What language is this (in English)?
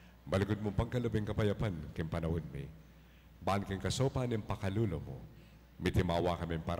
Pampanga